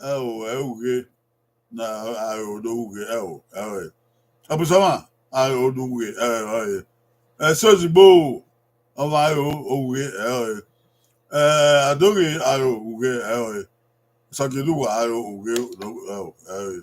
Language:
Bini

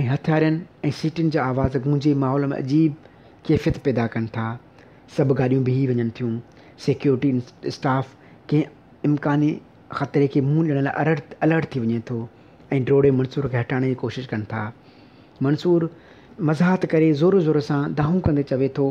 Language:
Sindhi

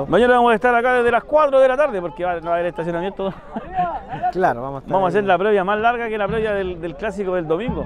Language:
Spanish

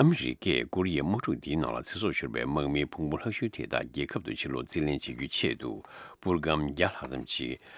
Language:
Tibetan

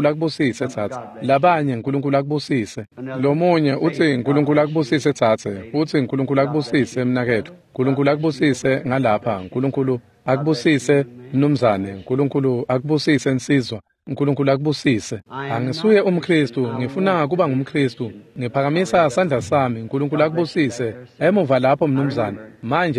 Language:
Swati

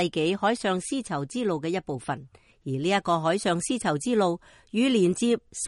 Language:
Cantonese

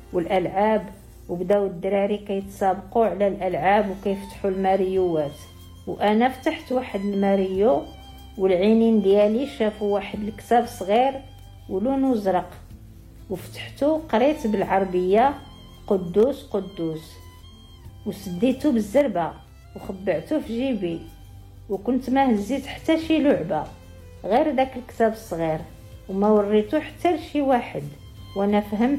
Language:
Moroccan Arabic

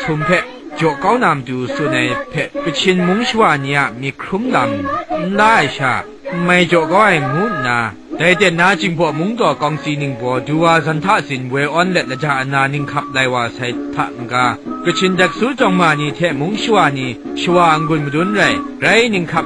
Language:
Kachin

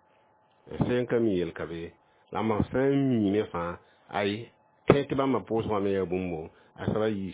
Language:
Mossi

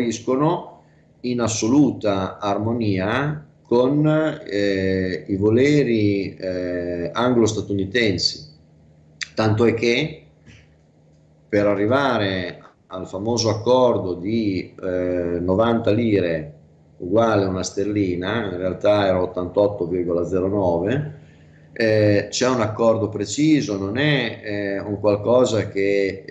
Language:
Italian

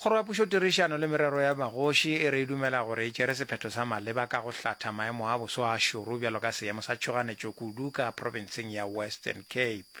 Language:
Northern Sotho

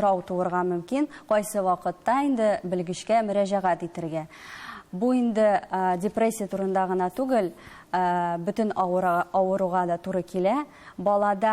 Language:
Tatar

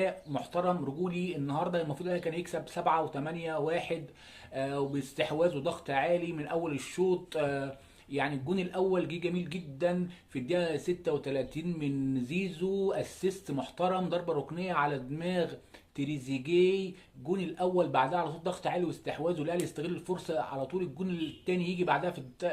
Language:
Egyptian Arabic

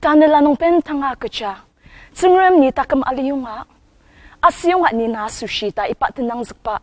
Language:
Ao Naga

